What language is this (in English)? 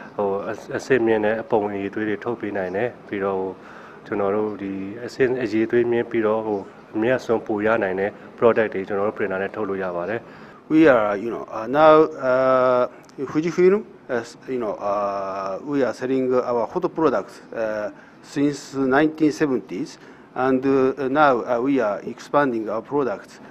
Burmese